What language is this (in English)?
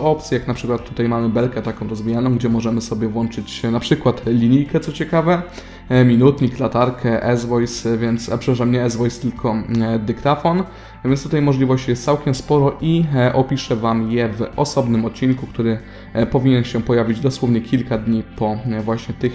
Polish